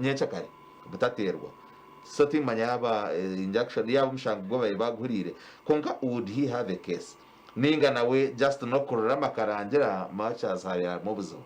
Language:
Nyankole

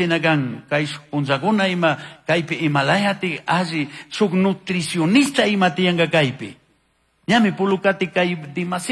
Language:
Chimborazo Highland Quichua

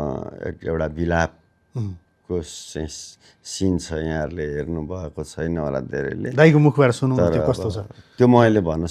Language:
Nepali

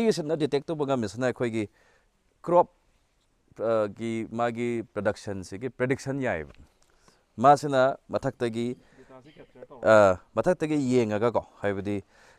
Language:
Manipuri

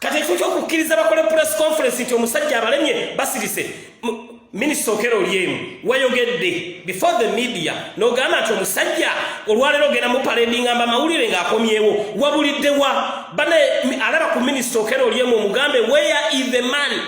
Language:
Ganda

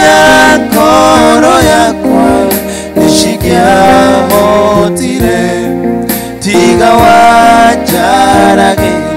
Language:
Kikuyu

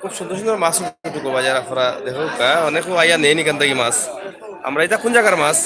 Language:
Sylheti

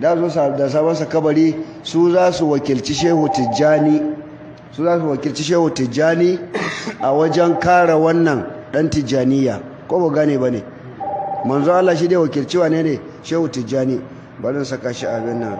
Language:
Hausa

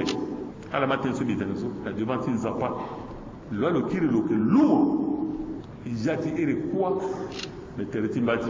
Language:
Sango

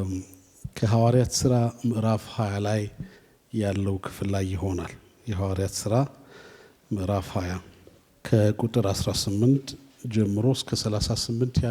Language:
Amharic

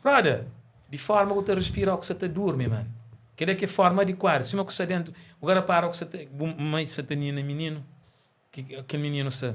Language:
Kabuverdianu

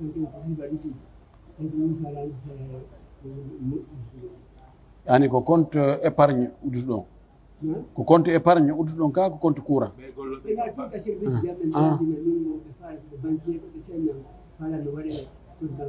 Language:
Pular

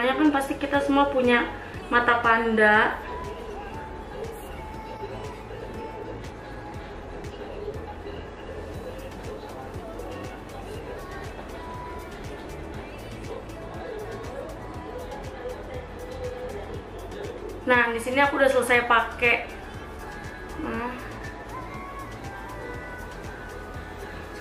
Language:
Indonesian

